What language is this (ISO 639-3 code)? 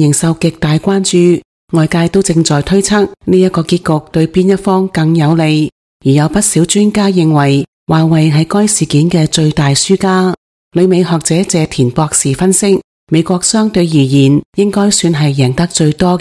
yue